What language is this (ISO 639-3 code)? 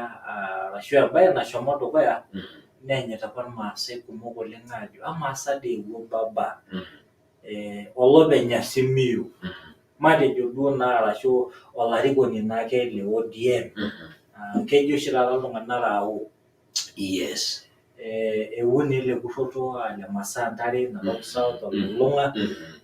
mas